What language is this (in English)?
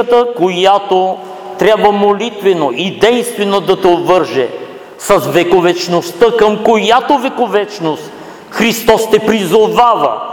Bulgarian